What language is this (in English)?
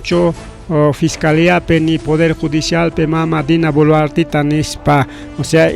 Ayacucho Quechua